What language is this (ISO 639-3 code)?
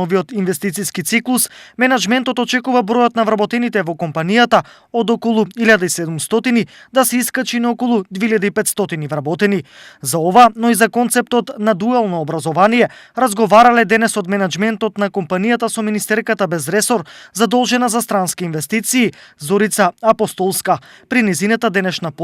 mkd